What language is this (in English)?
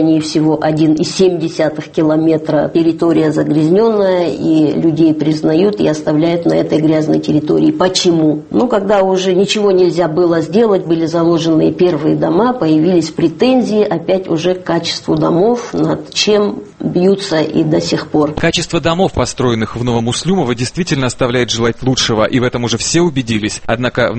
Russian